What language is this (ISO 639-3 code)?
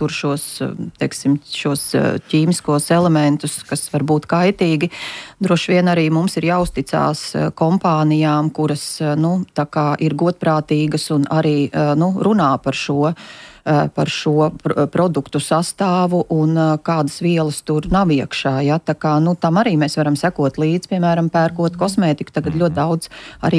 lav